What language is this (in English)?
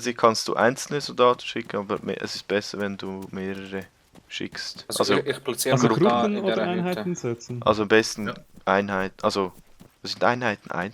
Swiss German